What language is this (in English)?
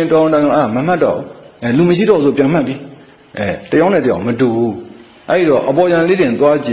Burmese